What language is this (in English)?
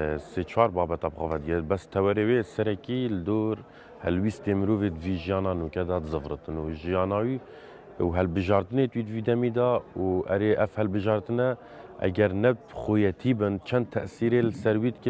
Kurdish